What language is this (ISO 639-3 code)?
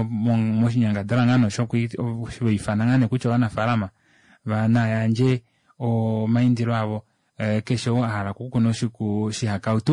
kua